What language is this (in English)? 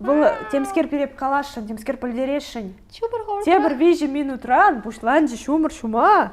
Chuvash